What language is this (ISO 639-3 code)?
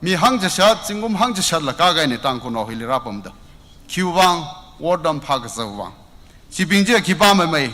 nmf